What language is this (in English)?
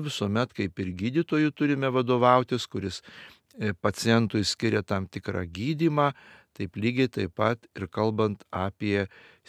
Lithuanian